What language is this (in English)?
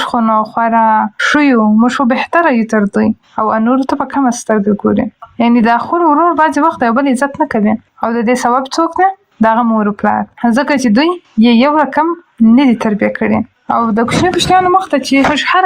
Pashto